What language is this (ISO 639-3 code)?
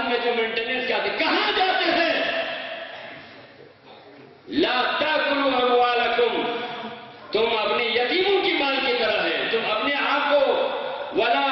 urd